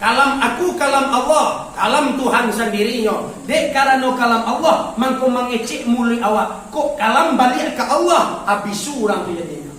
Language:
Minangkabau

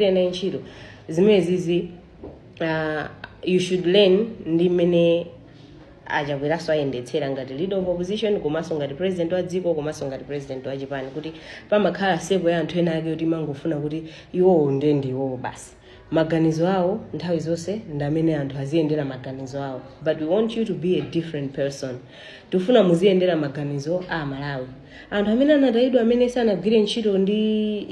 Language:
Nyanja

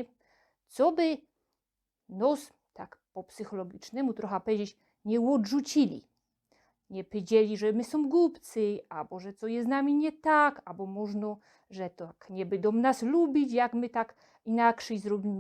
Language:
Silesian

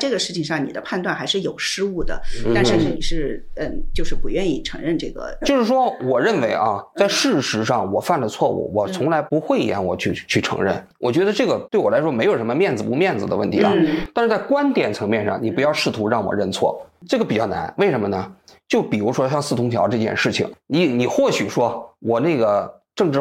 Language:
Chinese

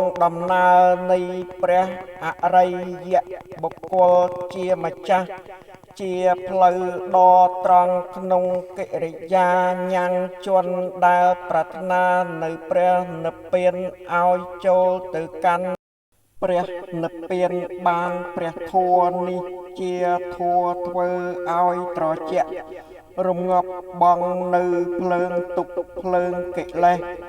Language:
Khmer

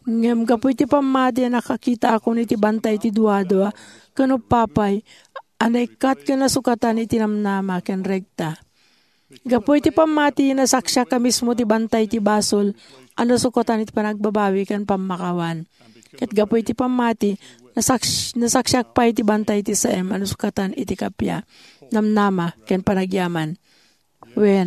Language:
Iloko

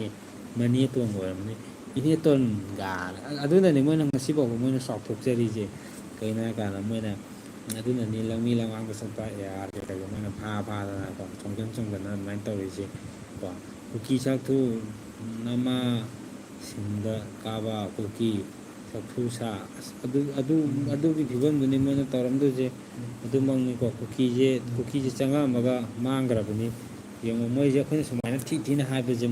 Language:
Manipuri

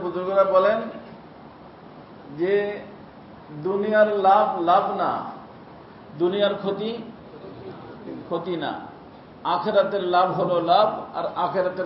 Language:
Bangla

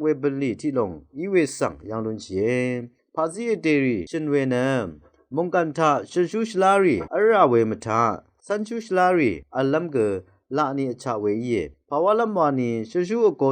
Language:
Rawang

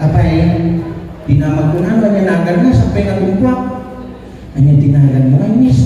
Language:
Iloko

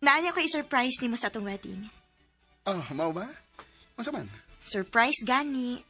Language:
Cebuano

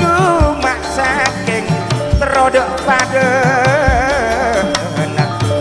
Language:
Madurese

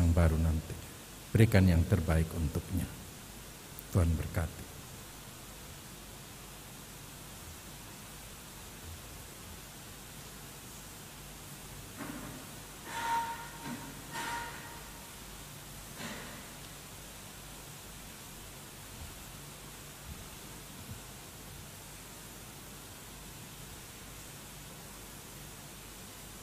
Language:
Indonesian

